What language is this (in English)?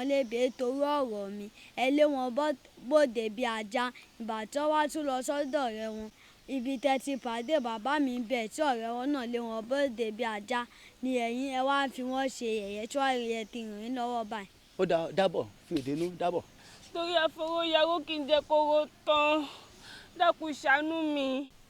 Yoruba